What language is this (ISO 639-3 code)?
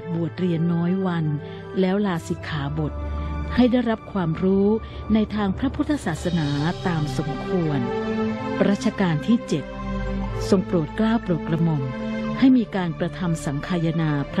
tha